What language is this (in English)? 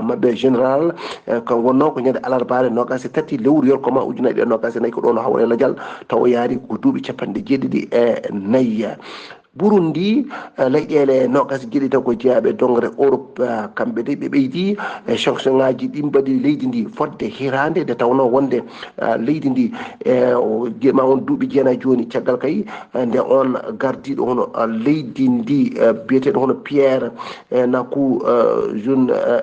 Fula